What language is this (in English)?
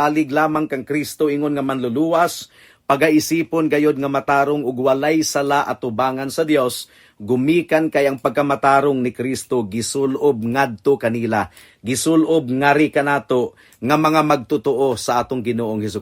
Cebuano